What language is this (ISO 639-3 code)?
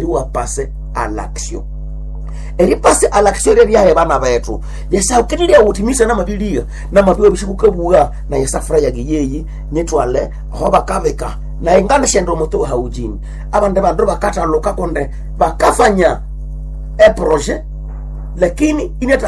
nnb